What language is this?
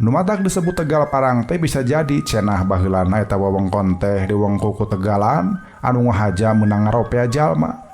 Sundanese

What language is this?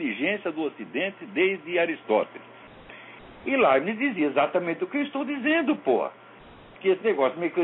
Portuguese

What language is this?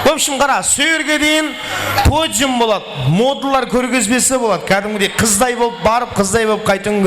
Kara-Kalpak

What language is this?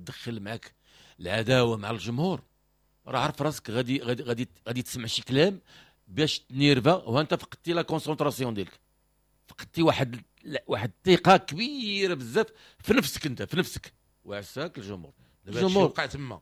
Moroccan Arabic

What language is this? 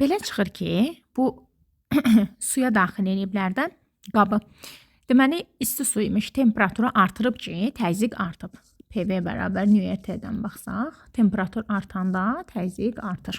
Azerbaijani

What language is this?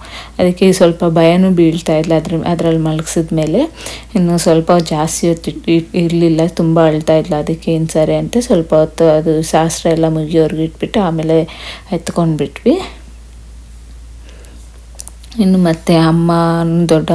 Kannada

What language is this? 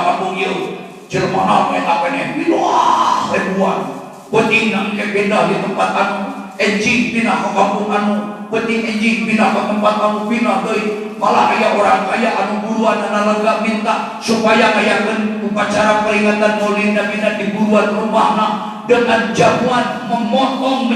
Sundanese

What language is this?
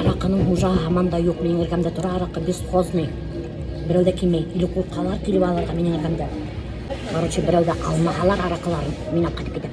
Bashkir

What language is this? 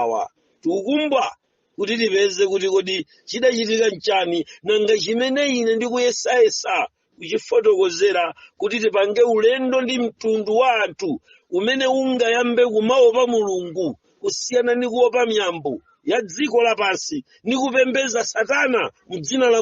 Nyanja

